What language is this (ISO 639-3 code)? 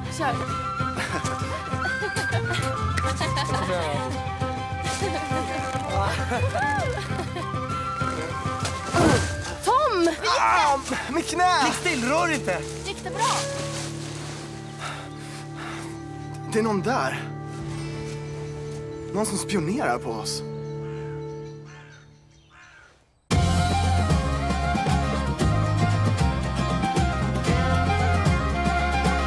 swe